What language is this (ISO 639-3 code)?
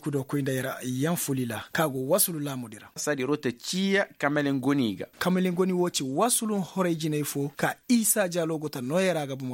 ses